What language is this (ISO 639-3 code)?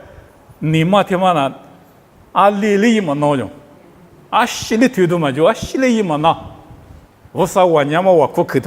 lis